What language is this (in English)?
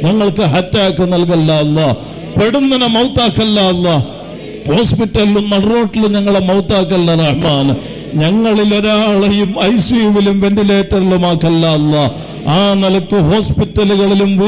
Malayalam